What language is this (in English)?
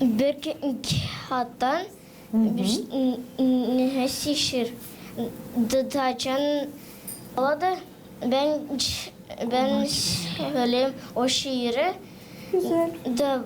Gagauz